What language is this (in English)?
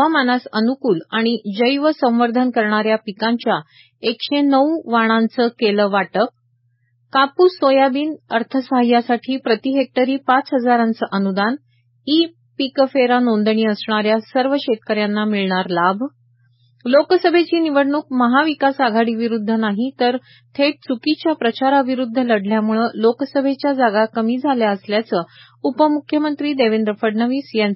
Marathi